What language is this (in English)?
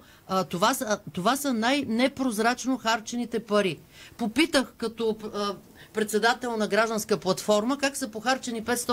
Bulgarian